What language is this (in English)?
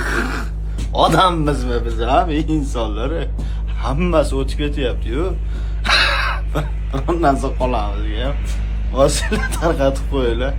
Uzbek